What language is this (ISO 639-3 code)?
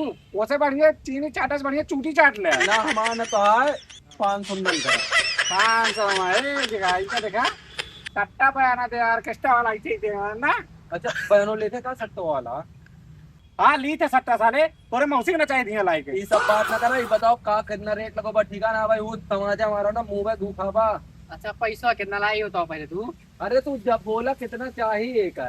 awa